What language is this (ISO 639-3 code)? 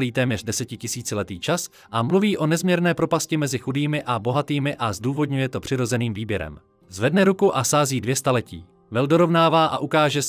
ces